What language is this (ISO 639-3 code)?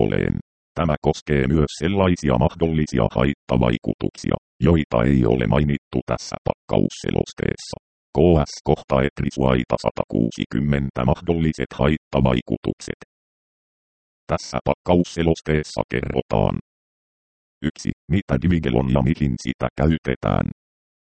fin